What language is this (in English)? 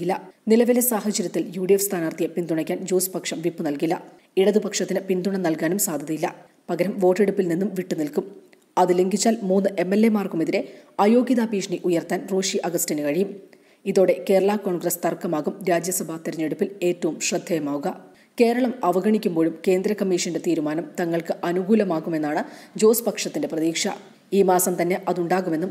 Malayalam